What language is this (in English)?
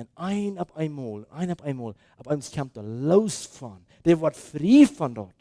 Plautdietsch